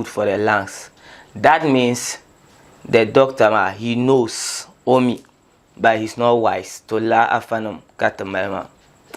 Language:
Dagbani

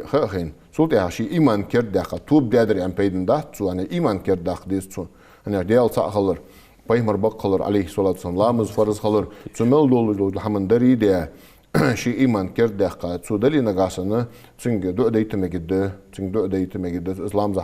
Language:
Ingush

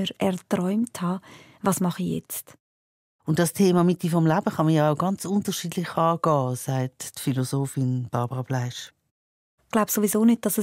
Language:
Swiss German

